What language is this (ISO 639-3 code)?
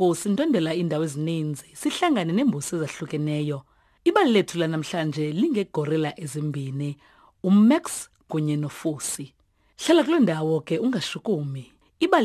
xho